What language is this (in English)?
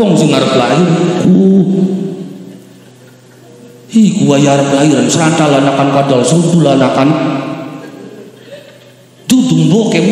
Javanese